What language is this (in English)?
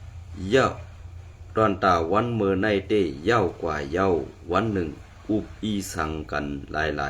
Shan